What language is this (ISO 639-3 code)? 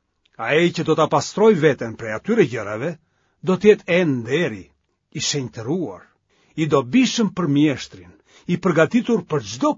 sqi